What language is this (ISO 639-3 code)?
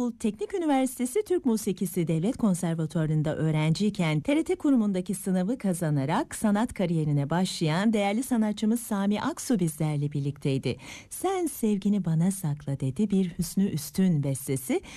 tur